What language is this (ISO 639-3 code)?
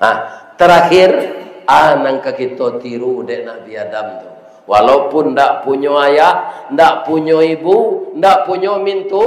min